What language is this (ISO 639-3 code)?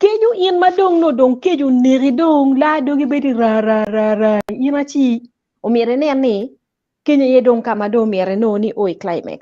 ach